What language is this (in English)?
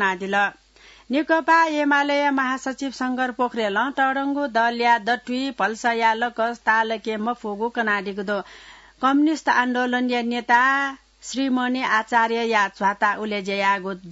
Newari